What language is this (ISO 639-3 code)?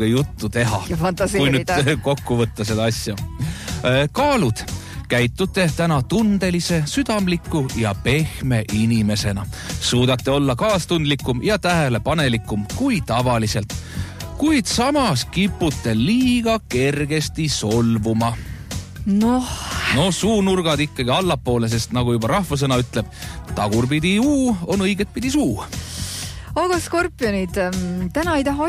est